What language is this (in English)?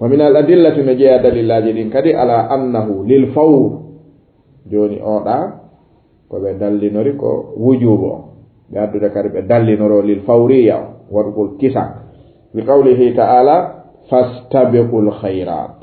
Fula